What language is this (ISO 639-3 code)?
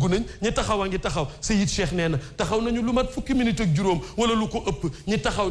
wol